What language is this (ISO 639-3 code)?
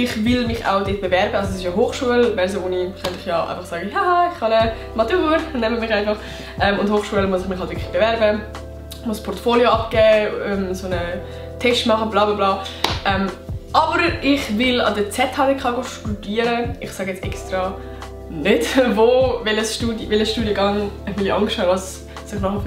gsw